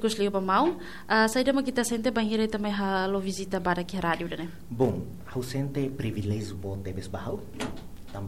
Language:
Tetum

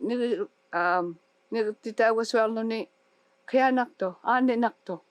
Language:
Inuktitut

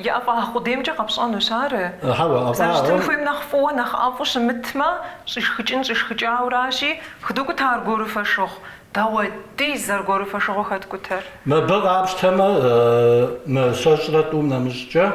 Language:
Kabardian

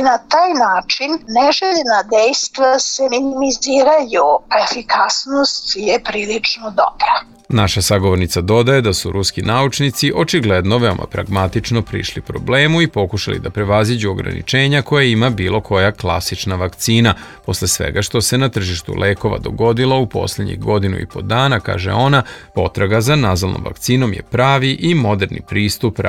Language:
Serbian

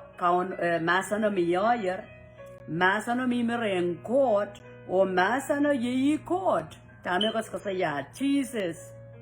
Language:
Pohnpeian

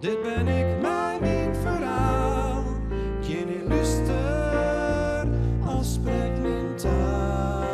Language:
Western Frisian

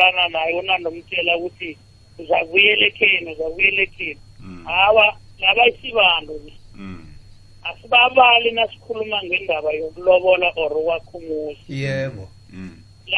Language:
South Ndebele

